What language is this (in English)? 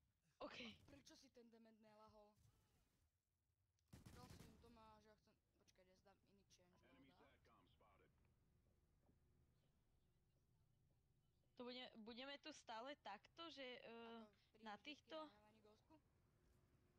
Slovak